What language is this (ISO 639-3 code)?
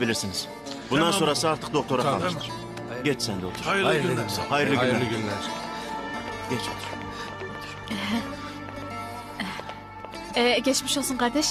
tur